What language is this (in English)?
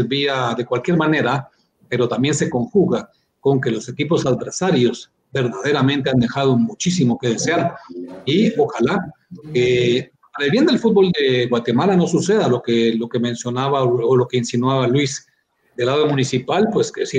Spanish